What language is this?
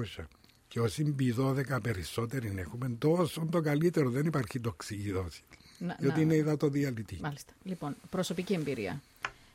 Greek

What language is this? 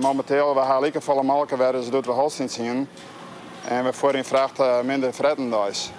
Western Frisian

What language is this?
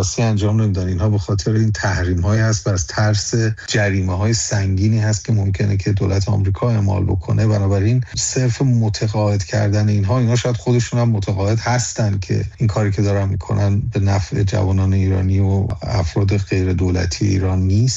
Persian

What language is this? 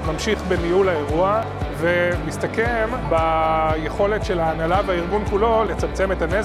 Hebrew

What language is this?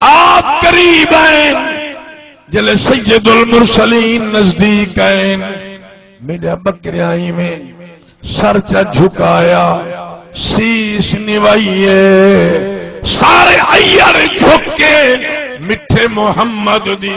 Saraiki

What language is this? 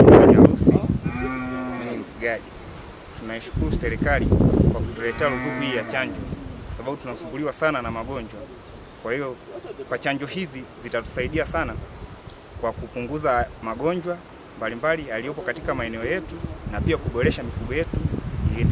Swahili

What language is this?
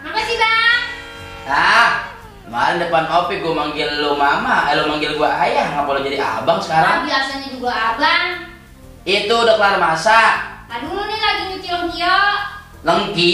Betawi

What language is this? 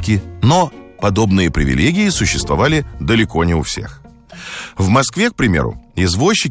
Russian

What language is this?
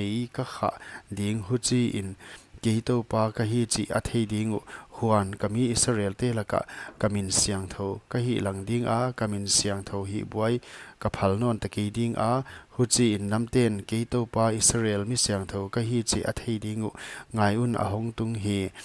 Paite Chin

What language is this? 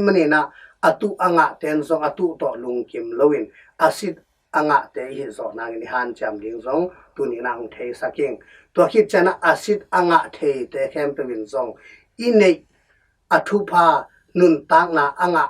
Tedim Chin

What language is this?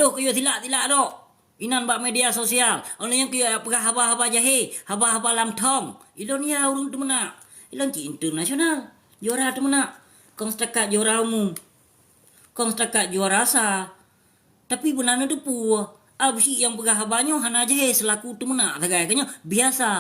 Achinese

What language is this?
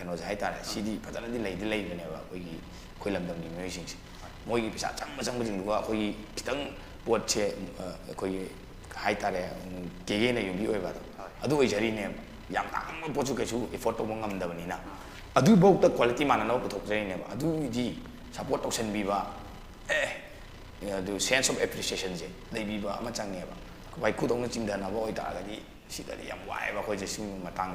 Manipuri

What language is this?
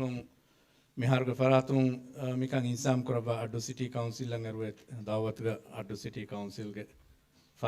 Divehi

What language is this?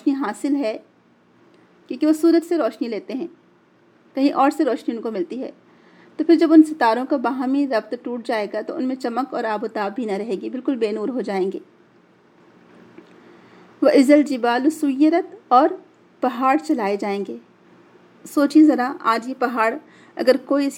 Urdu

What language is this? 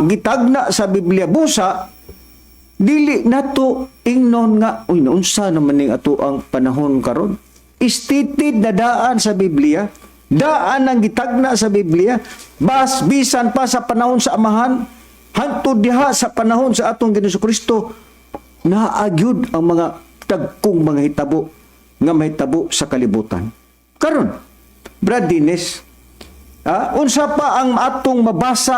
Cebuano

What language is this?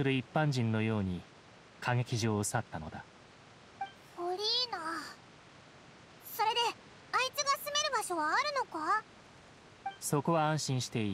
Japanese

